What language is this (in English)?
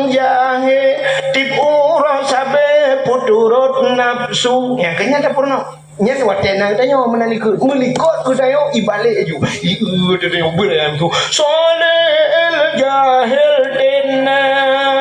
Achinese